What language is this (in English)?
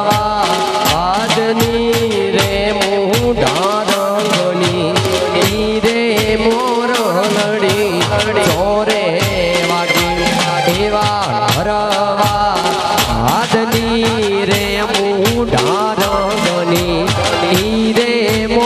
Gujarati